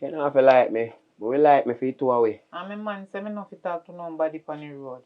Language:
Jamaican Creole English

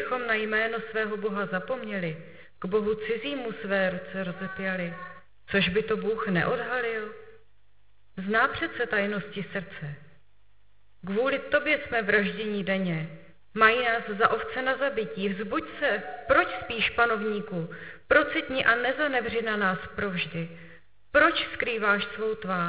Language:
Czech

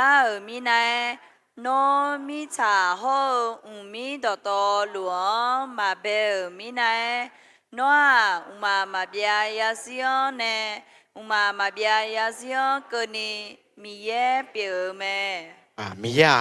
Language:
Akha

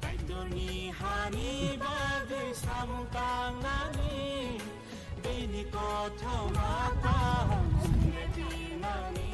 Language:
Kok Borok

